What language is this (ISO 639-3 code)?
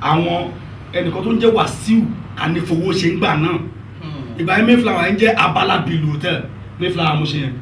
yor